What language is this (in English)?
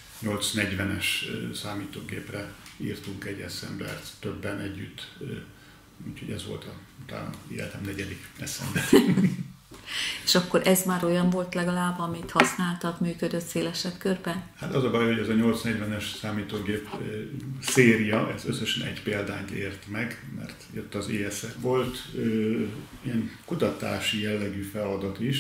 Hungarian